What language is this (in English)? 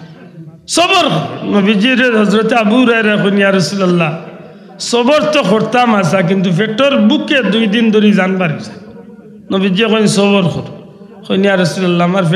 Sylheti